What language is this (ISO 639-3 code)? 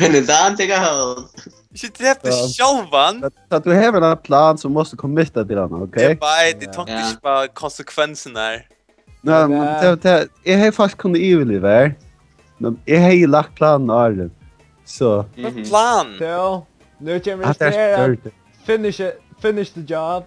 fao